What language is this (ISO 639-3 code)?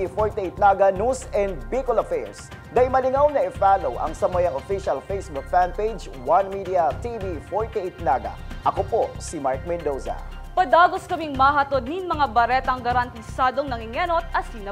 bik